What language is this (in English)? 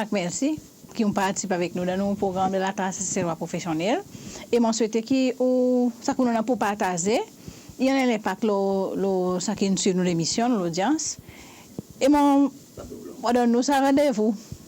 Seselwa Creole French